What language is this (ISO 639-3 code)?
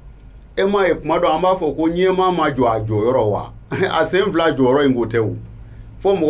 bam